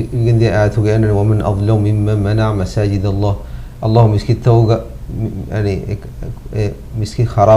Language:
Divehi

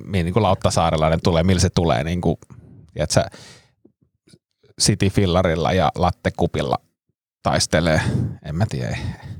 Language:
Finnish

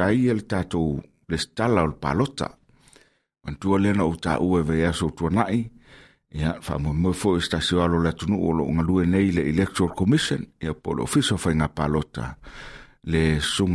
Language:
Samoan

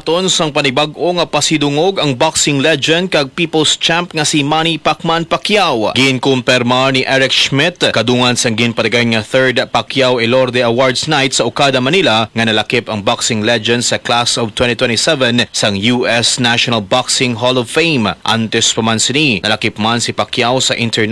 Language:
Hiligaynon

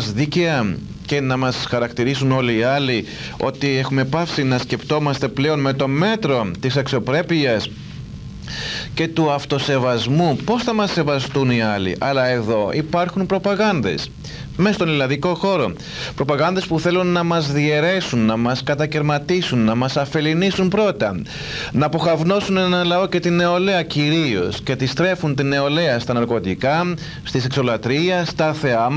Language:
Greek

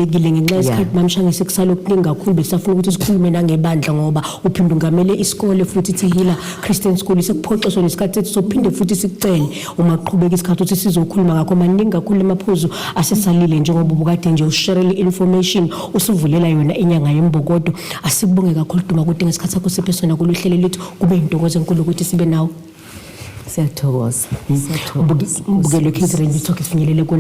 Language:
Zulu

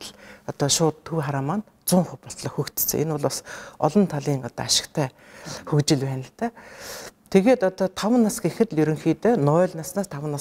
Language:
Mongolian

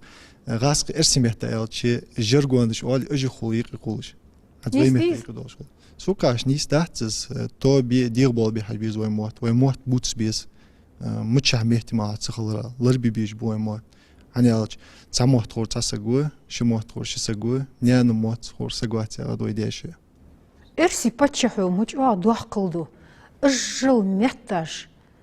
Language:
Ingush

